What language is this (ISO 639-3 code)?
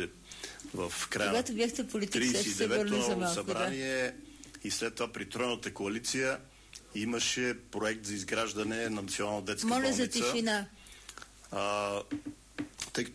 bul